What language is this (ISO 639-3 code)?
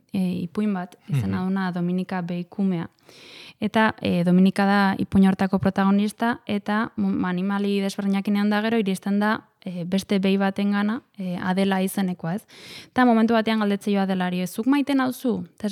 eus